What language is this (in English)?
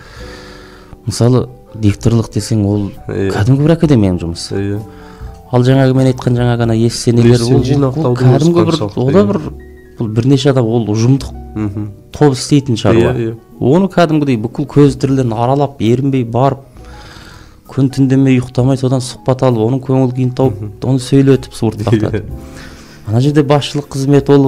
Kazakh